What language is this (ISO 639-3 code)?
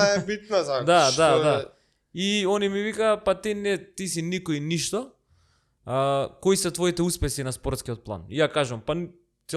mkd